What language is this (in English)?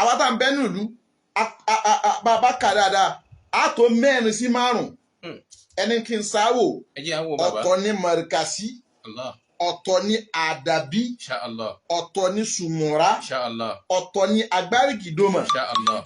Yoruba